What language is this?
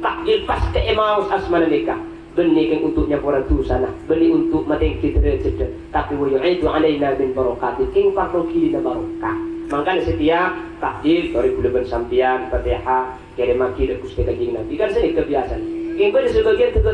Madurese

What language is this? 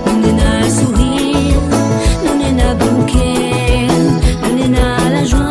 Réunion Creole French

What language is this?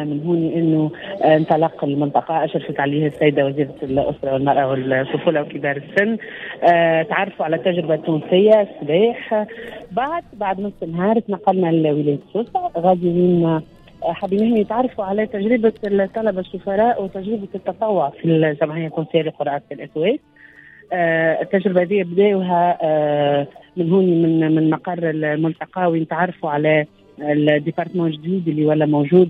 Tunisian Arabic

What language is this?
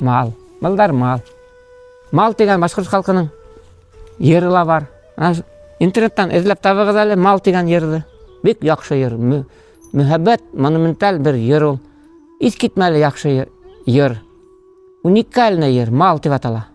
Bashkir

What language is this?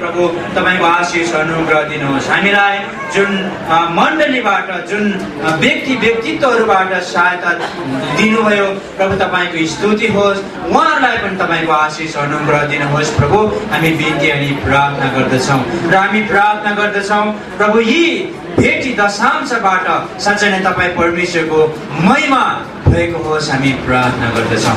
Nepali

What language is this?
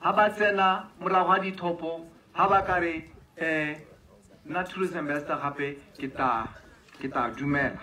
Tswana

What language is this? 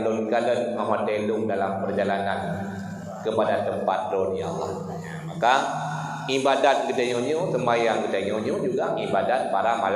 Achinese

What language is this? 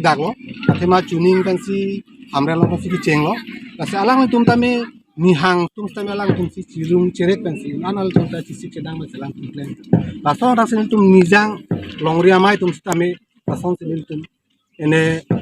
Karbi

